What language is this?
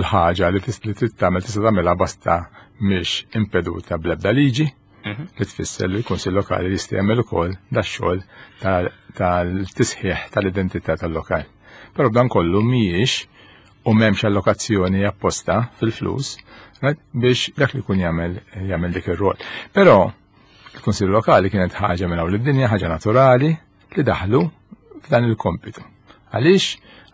Maltese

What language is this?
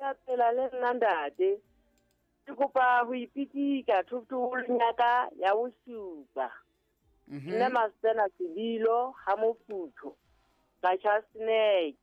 Southern Sotho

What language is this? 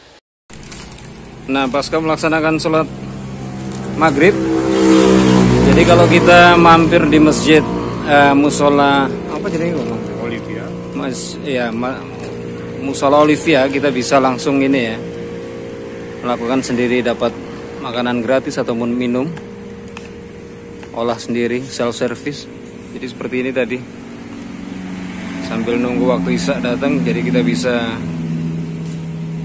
Indonesian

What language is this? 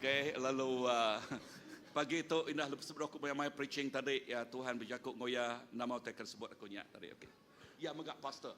Iban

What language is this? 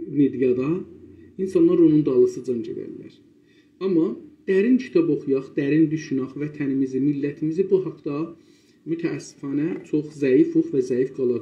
South Azerbaijani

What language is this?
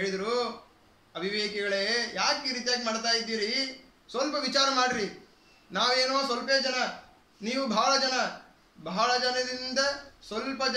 Kannada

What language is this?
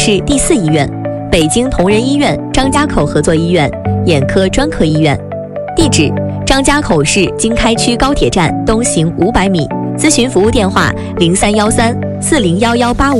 Chinese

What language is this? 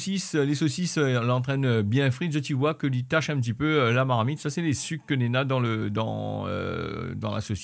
Réunion Creole French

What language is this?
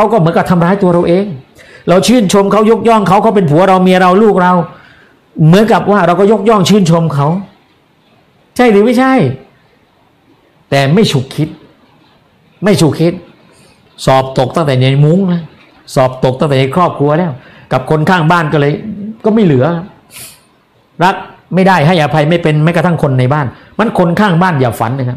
Thai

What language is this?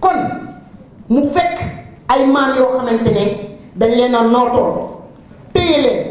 Wolof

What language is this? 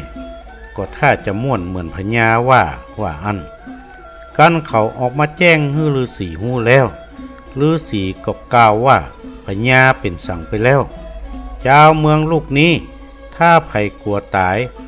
Northern Thai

